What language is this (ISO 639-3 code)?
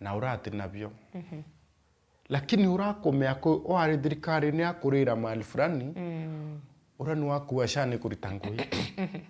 mer